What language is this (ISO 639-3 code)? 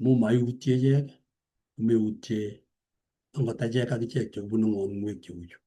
kln